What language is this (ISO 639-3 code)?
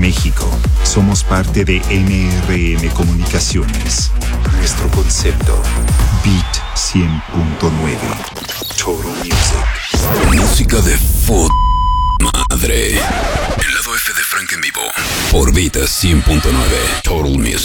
spa